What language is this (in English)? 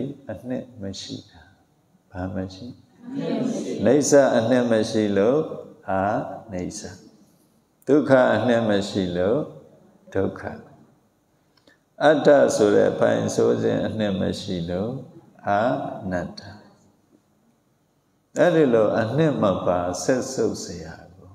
Burmese